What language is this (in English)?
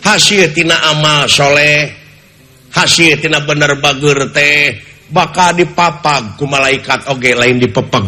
Sundanese